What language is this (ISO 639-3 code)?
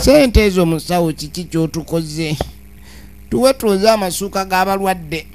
lug